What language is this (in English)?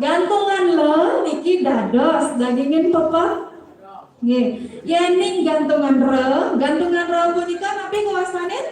Balinese